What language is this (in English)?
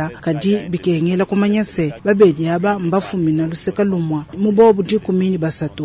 Luba-Lulua